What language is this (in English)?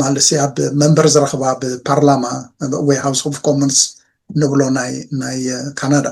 Tigrinya